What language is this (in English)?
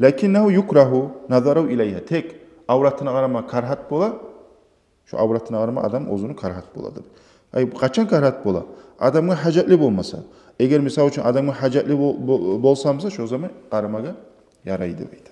Kumyk